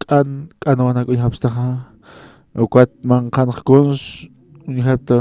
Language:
Aymara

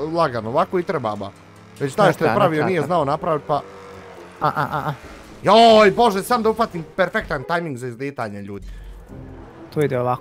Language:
Bosnian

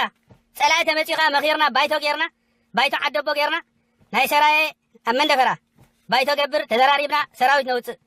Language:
Tigrinya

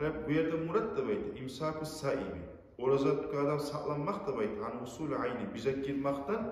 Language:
Kumyk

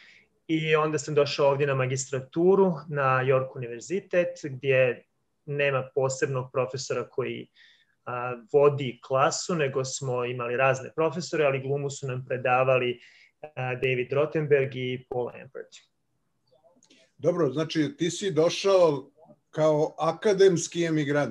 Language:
Serbian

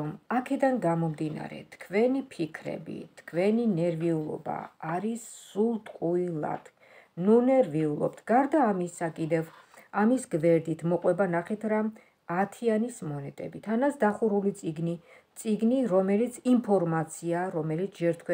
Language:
Georgian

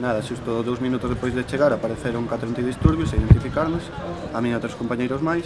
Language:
Galician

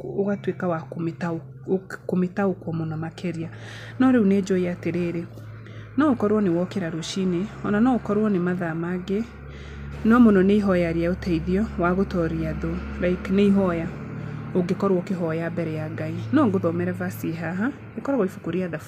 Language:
Kikuyu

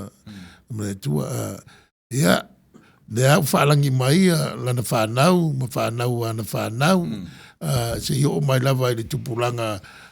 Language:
Samoan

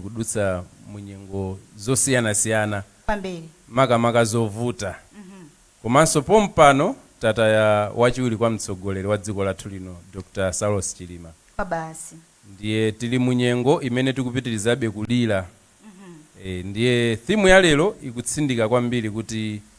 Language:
Nyanja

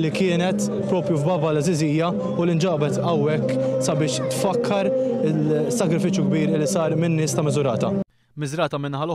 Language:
Maltese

